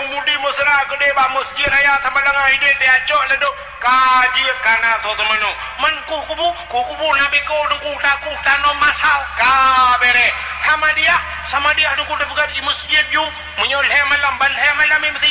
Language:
Achinese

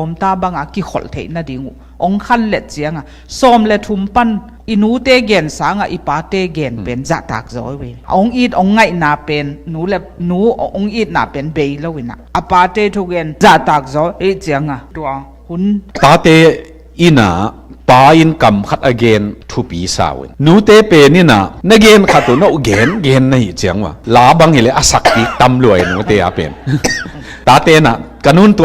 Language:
Tedim Chin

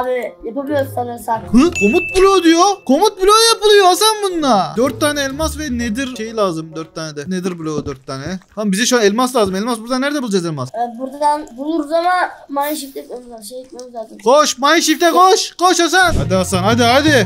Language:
Turkish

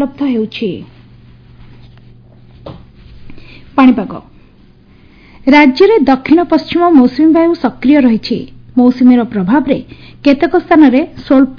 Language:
Odia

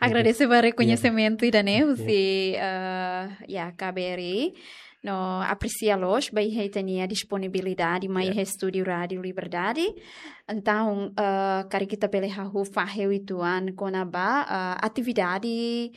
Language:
Tetum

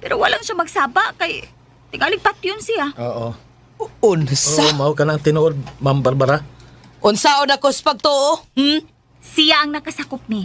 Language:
Cebuano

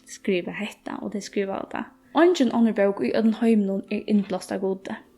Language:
Faroese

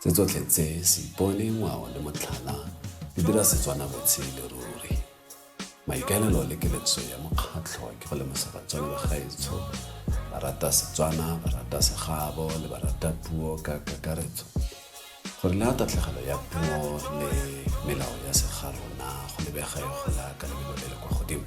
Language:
Tswana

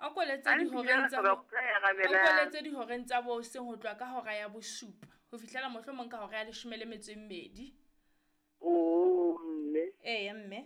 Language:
Southern Sotho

